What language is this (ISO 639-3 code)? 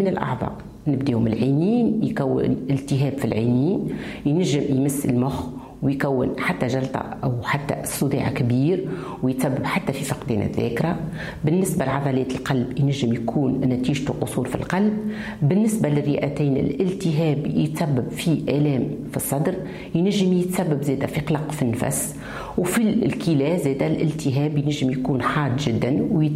aeb